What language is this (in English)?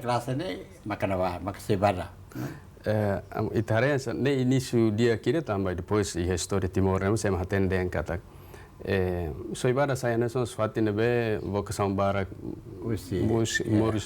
Tetum